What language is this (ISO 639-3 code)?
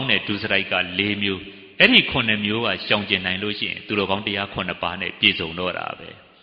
mya